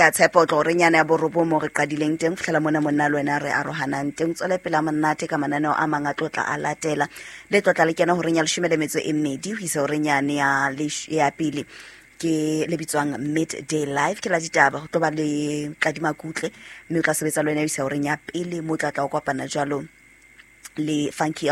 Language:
Southern Sotho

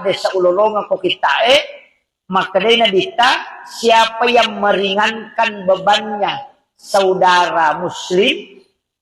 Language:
Buginese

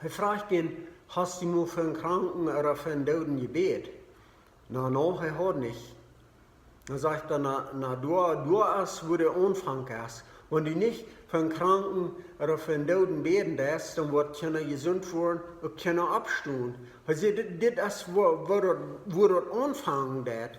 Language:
Plautdietsch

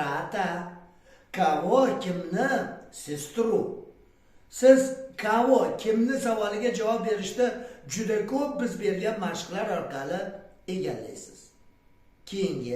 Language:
Uzbek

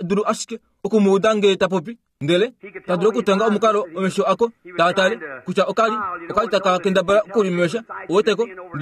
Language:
Kuanyama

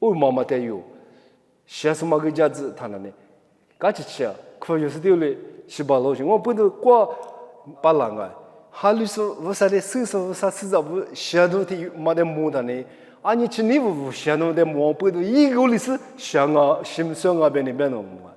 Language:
Lisu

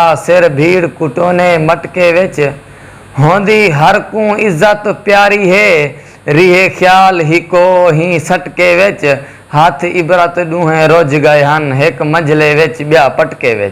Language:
Saraiki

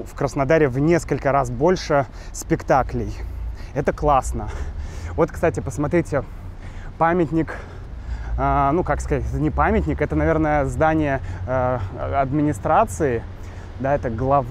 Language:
Russian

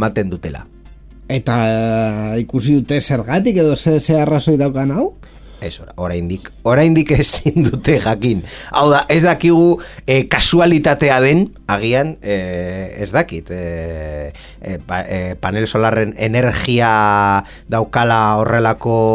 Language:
Basque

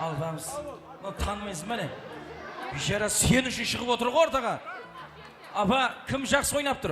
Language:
Kara-Kalpak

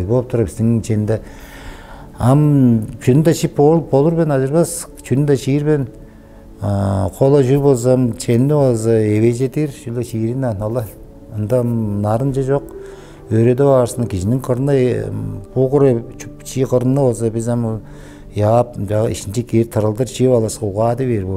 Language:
Tuvinian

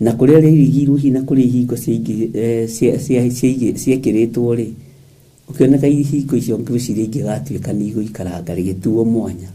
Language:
Kikuyu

